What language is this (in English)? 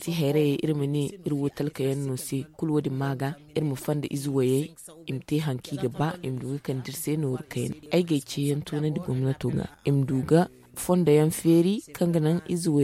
Zarma